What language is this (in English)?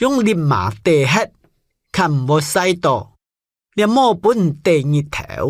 Hakka Chinese